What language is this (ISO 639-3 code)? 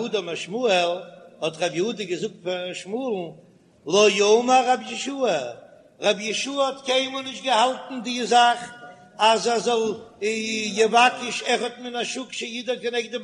yid